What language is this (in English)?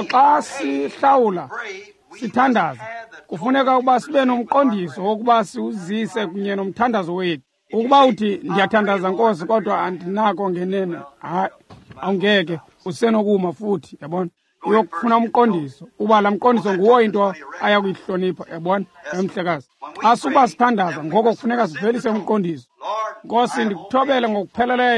Xhosa